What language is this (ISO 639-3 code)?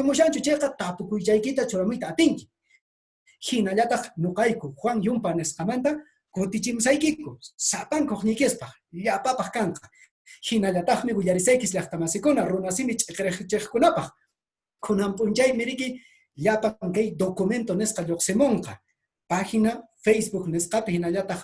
que